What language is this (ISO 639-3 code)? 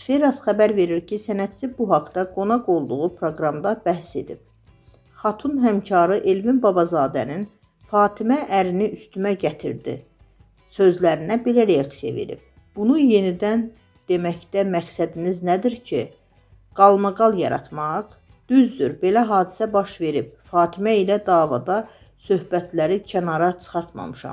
aze